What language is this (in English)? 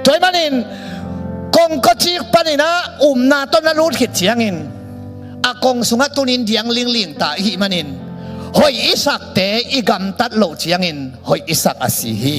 Tedim Chin